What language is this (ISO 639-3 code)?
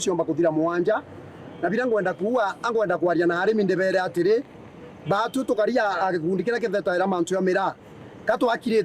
mer